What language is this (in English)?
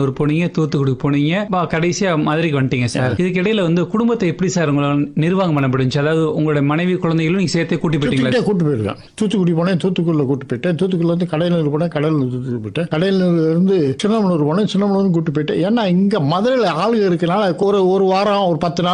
Tamil